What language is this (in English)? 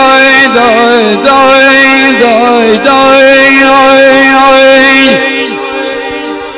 Persian